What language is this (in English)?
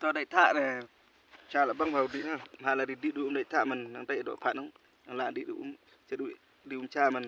Khasi